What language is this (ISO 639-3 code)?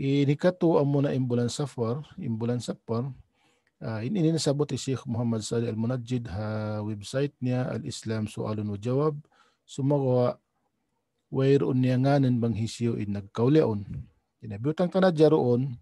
tsg